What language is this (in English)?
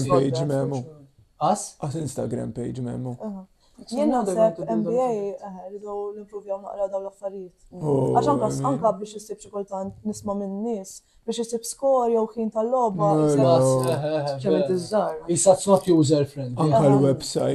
Maltese